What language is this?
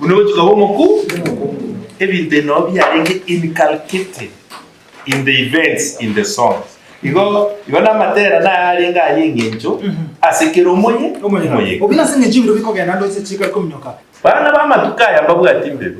Gusii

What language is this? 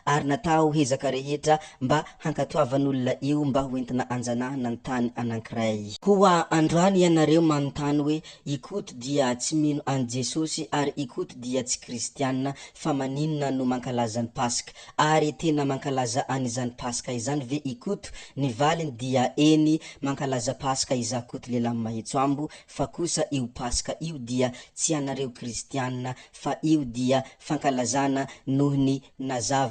Malagasy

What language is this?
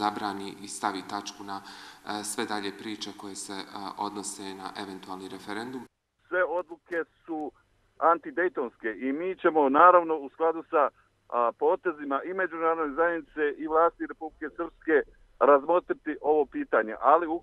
Croatian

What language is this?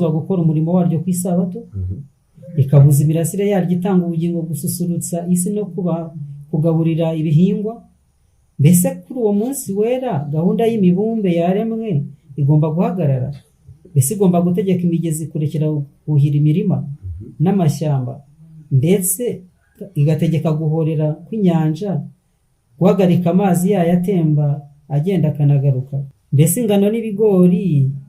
Kinyarwanda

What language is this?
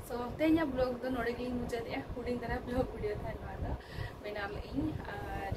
Santali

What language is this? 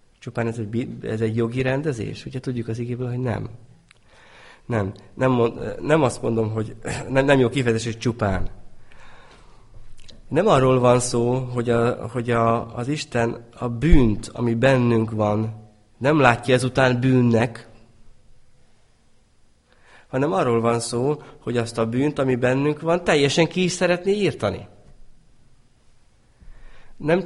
Hungarian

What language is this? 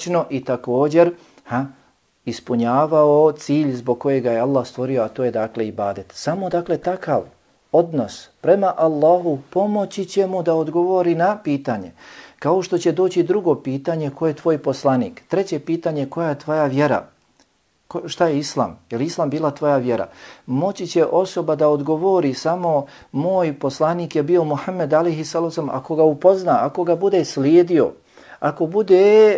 Bosnian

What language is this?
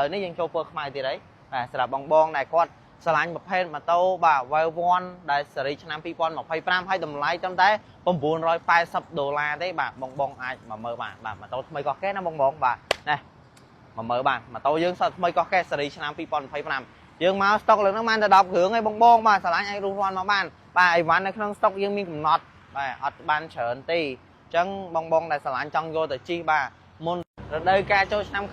Khmer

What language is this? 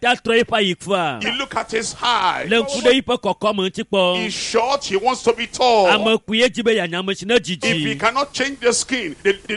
Ewe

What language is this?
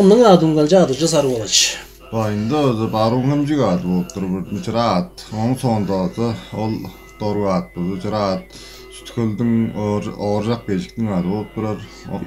Tuvinian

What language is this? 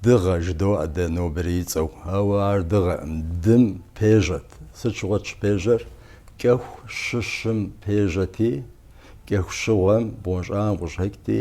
Kabardian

